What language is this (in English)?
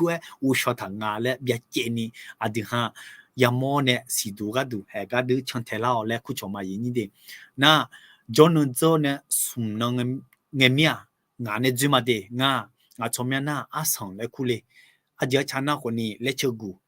Akha